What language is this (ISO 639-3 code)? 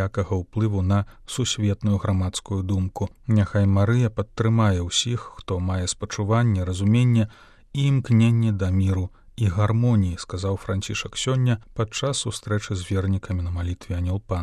bel